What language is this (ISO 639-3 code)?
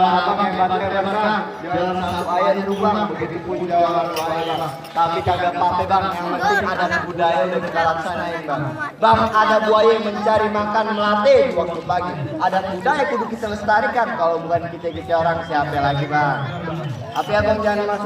bew